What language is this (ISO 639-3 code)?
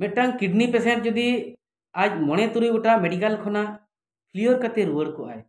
sat